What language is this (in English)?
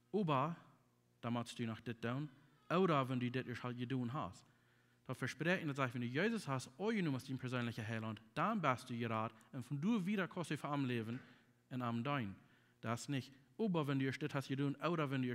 Plautdietsch